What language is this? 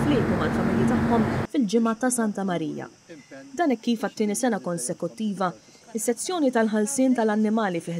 Maltese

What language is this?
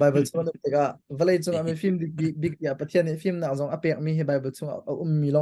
Hakha Chin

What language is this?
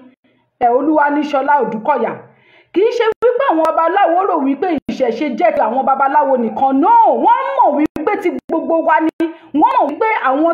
Yoruba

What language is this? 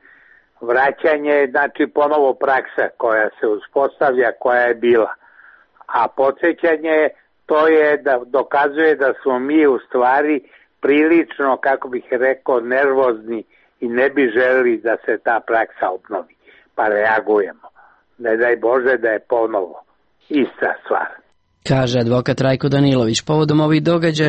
Serbian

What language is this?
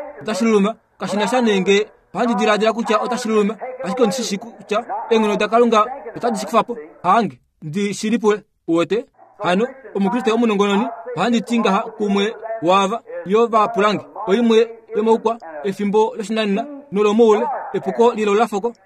Kuanyama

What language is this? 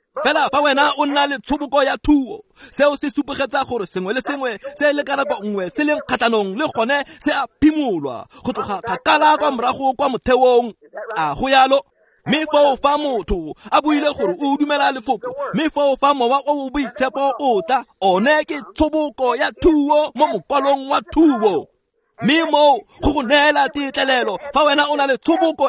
Tswana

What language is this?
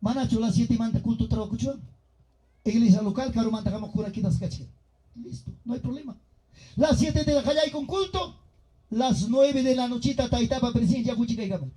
Ayacucho Quechua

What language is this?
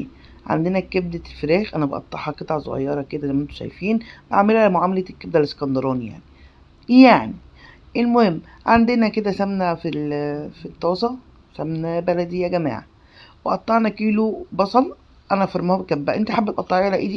Egyptian Arabic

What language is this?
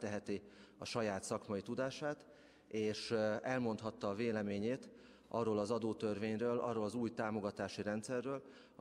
Hungarian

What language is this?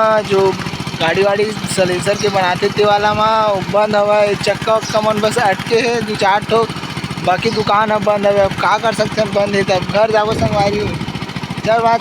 Chhattisgarhi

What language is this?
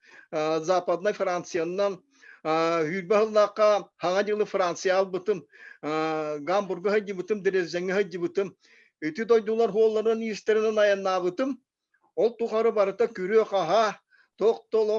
Yakut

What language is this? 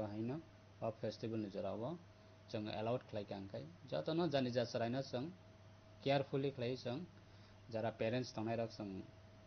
Kok Borok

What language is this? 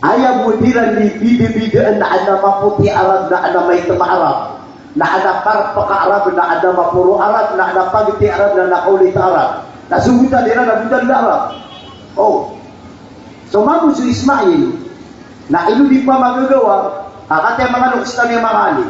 Maranao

